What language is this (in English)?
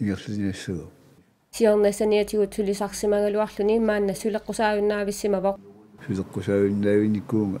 Kalaallisut